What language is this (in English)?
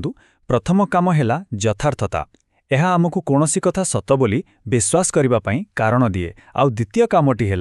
Odia